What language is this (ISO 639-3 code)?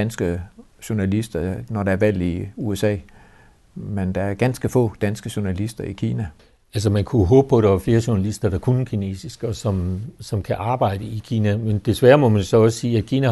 dan